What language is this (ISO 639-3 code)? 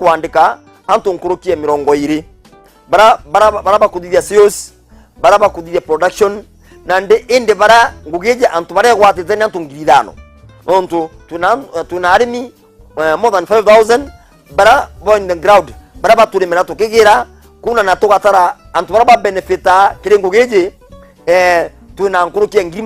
mer